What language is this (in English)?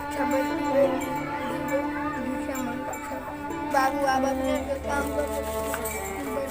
Maithili